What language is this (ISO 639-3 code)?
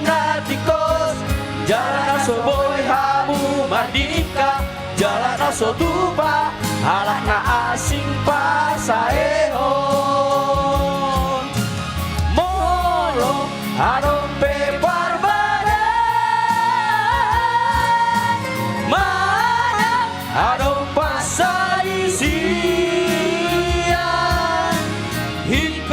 bbc